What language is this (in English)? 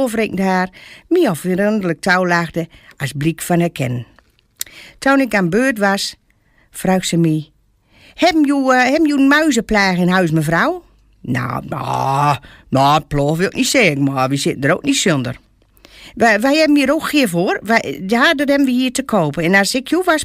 Gronings